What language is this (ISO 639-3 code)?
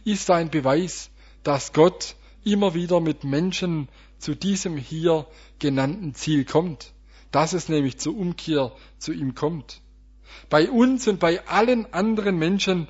deu